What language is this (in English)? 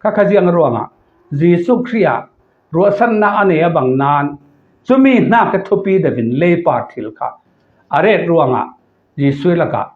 Falam Chin